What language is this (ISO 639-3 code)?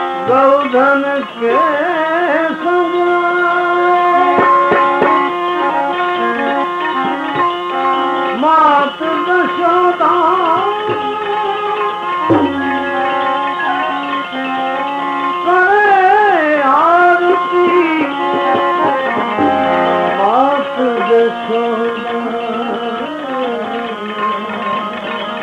hin